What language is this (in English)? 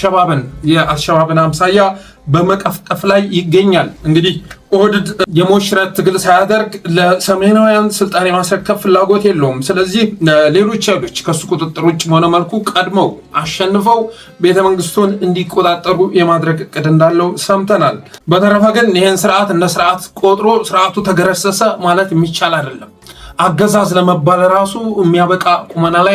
Amharic